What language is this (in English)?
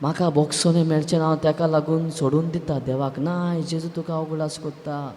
Konkani